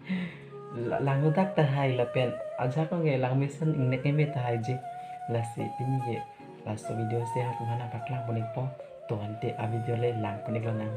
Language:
Karbi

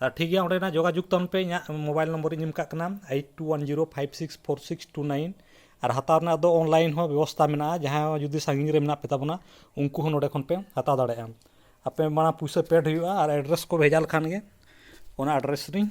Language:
Santali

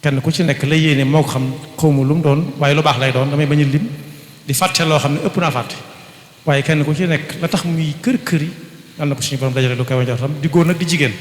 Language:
Wolof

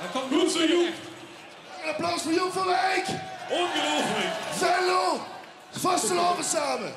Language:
Limburgish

